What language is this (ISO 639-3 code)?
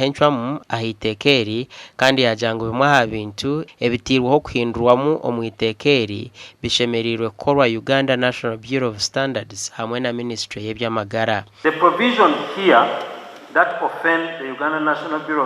nyn